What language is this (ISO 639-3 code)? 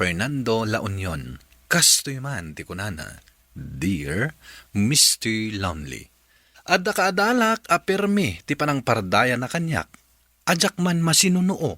ilo